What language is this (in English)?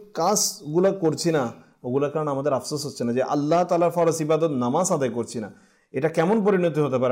Bangla